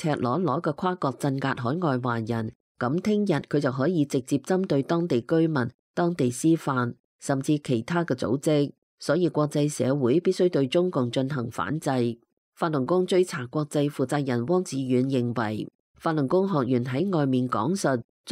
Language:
Cantonese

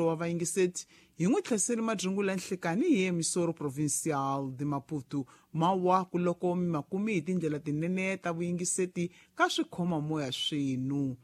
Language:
Tsonga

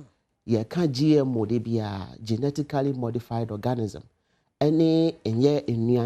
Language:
Akan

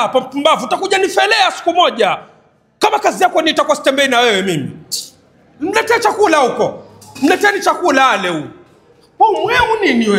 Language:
Swahili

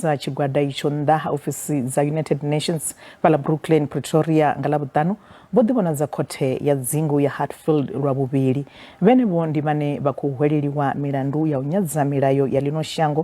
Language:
Venda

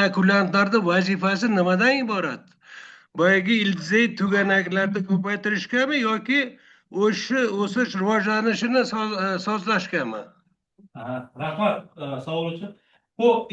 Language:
Uzbek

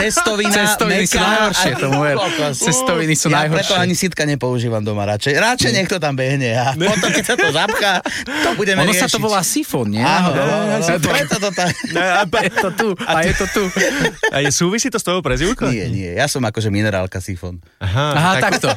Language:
Slovak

